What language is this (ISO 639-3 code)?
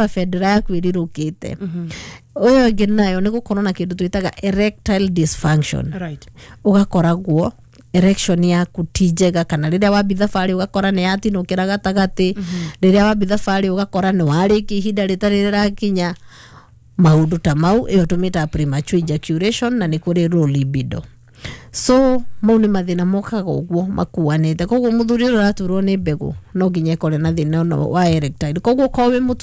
kik